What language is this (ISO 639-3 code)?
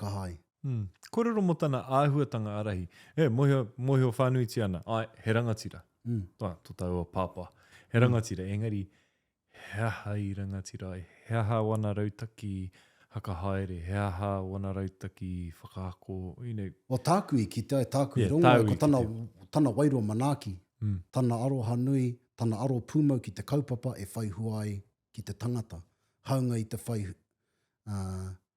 mri